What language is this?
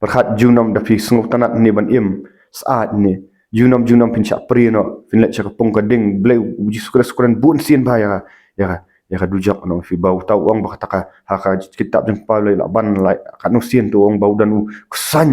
Khasi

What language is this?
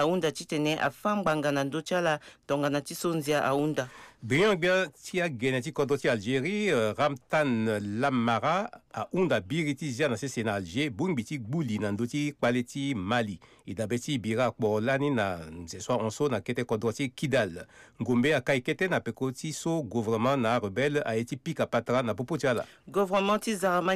Sango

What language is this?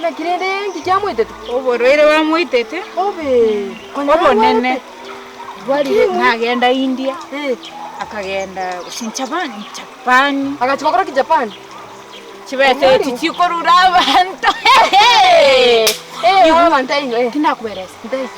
Gusii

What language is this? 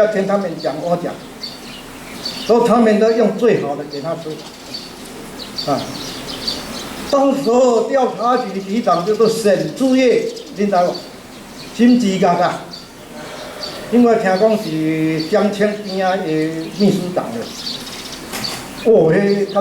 Min Nan Chinese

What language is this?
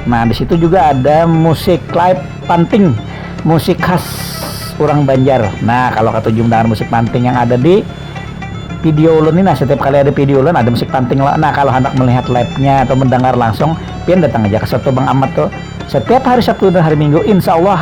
Banjar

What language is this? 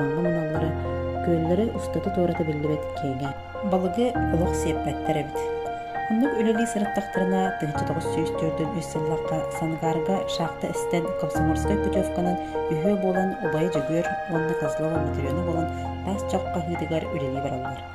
Yakut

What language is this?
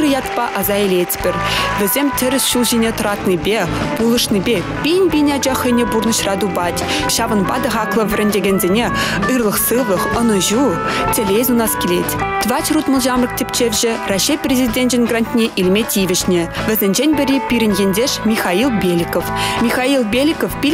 Chuvash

